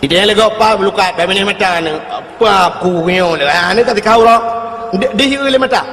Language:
Achinese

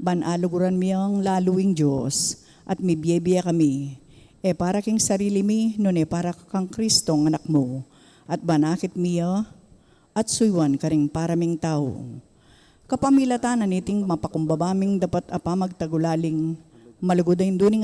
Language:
Pampanga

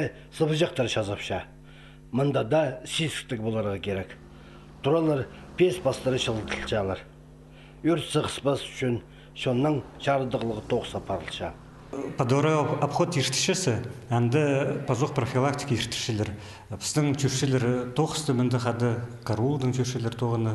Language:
Khakas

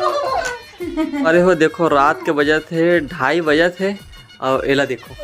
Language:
Chhattisgarhi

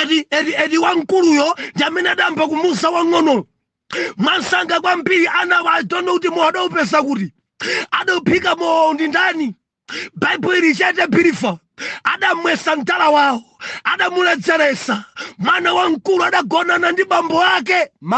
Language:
Nyanja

